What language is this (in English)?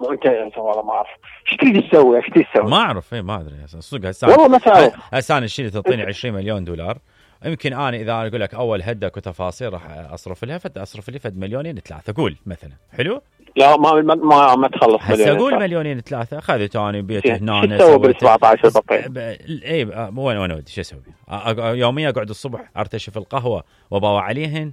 Mesopotamian Arabic